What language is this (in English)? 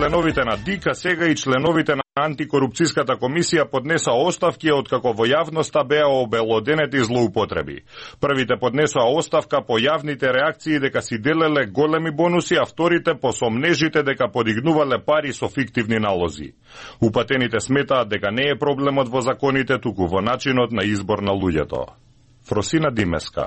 Macedonian